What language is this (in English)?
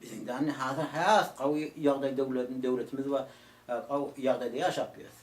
Turkmen